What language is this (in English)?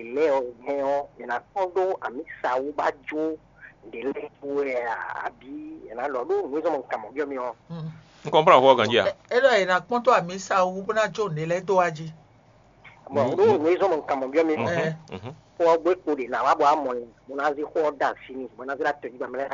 Fon